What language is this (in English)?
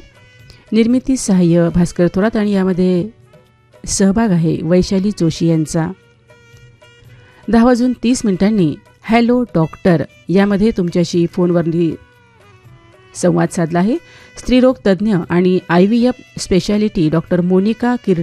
Marathi